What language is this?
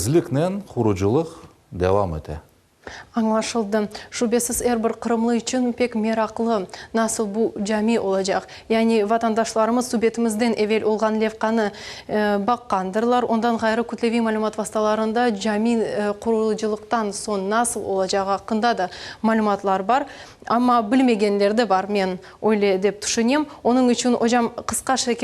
Crimean Tatar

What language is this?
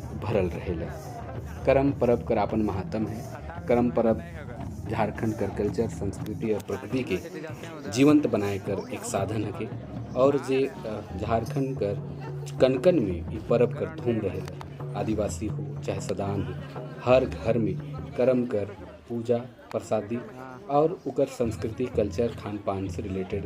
Sadri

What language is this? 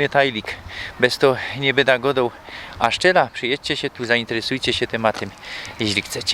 Silesian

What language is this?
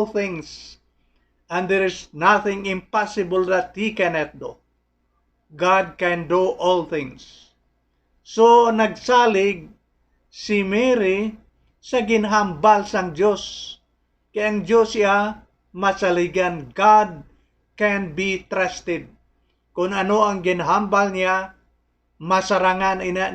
Hiligaynon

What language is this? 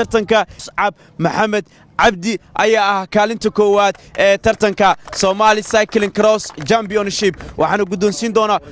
Somali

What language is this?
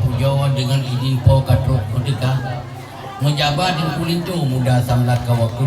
Achinese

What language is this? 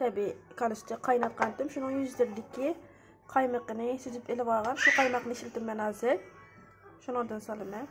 Uyghur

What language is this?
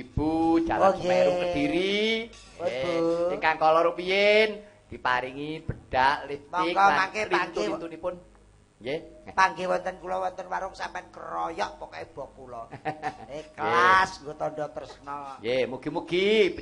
Javanese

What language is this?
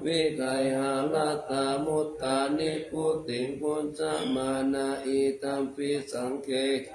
Pali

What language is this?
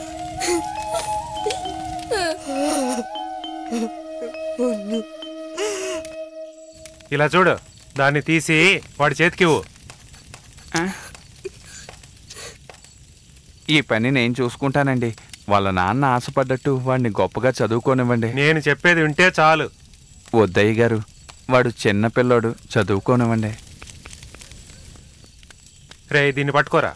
Telugu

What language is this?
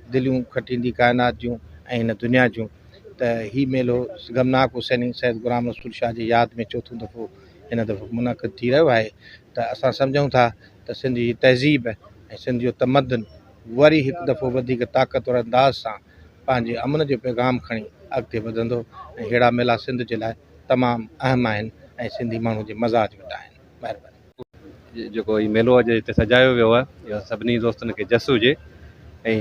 Sindhi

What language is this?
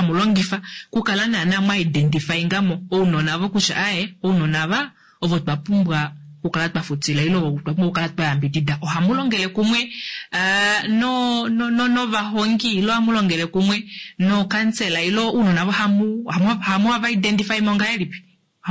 Kuanyama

